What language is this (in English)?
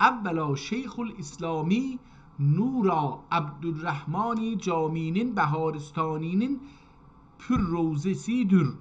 South Azerbaijani